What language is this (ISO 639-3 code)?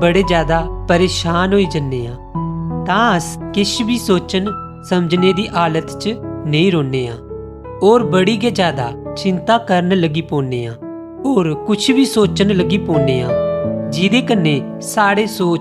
doi